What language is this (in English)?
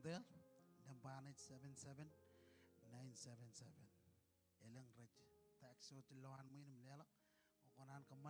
Marshallese